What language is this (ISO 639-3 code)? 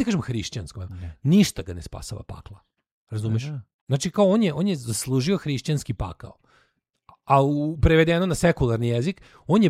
srp